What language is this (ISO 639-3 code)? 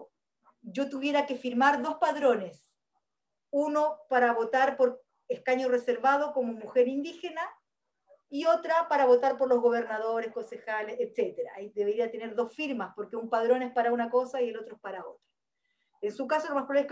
spa